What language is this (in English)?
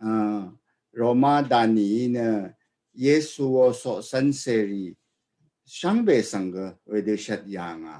Rawang